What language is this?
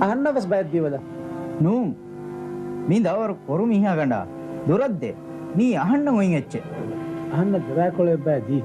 Divehi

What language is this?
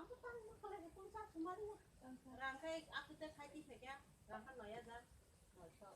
Kok Borok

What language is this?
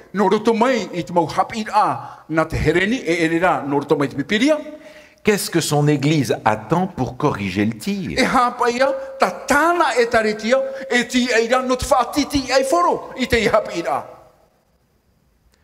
Tahitian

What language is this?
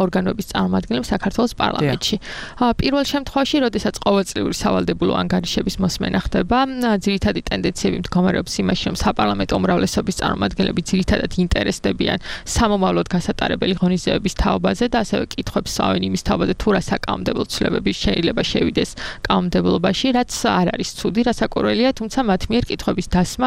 Georgian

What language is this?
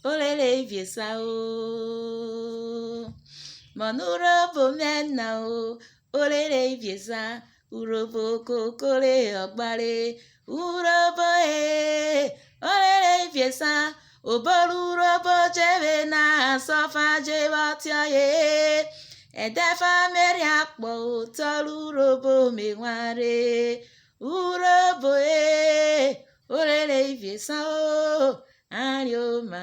Urhobo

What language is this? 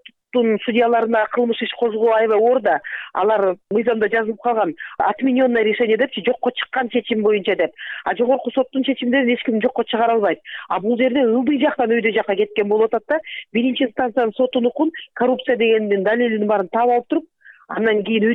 Kyrgyz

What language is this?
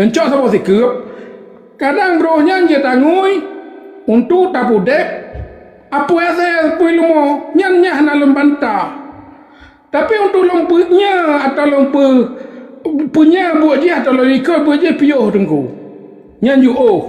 Achinese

